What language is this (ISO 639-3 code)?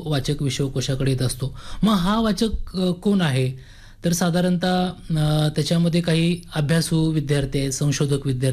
mar